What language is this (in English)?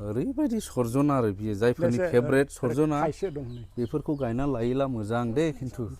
Bodo